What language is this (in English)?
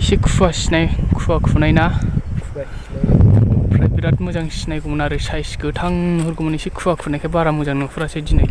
Bodo